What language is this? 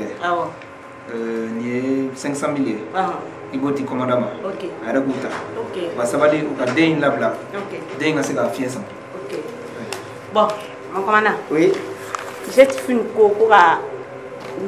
Bambara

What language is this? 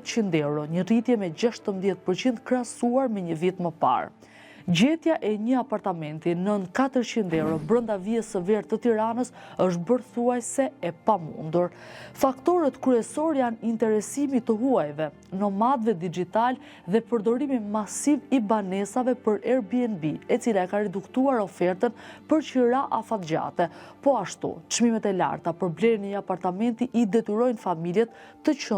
Albanian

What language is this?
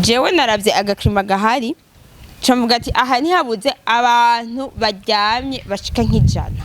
Rundi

